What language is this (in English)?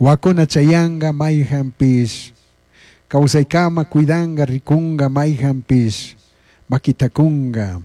Chimborazo Highland Quichua